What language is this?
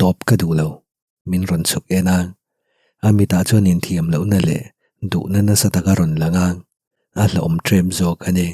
Mizo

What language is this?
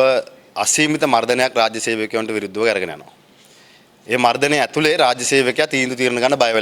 Sinhala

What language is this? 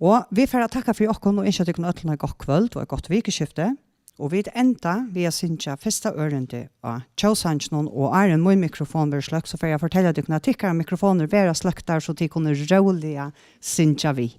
Faroese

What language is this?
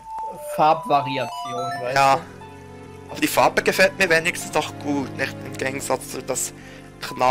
German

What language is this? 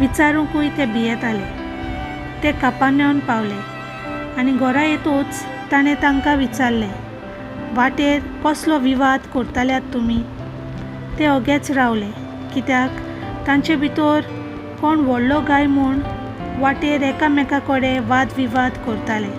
Konkani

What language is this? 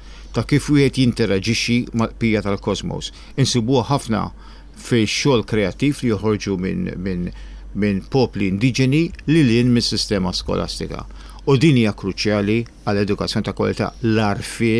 Maltese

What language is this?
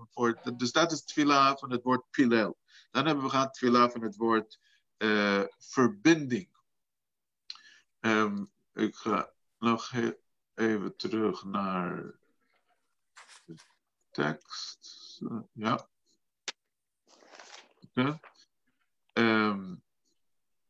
Dutch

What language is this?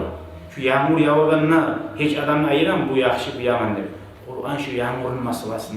Kumyk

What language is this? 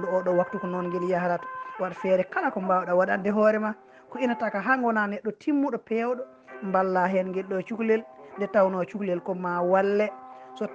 Fula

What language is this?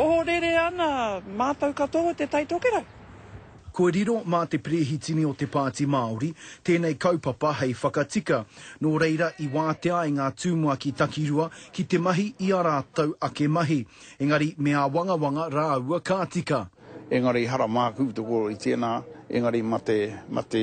Māori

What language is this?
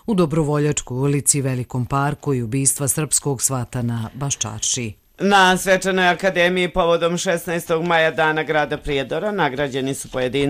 Croatian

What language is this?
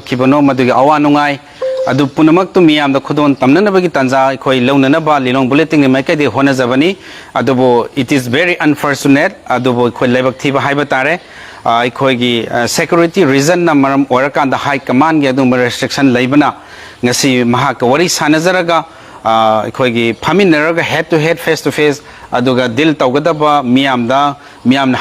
Manipuri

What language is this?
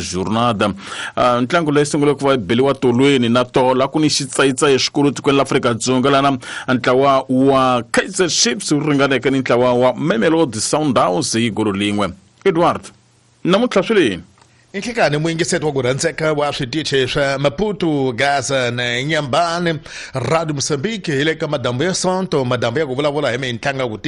Tsonga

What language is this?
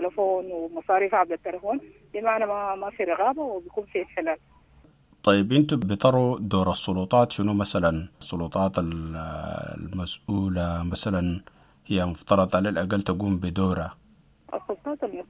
Sudanese Arabic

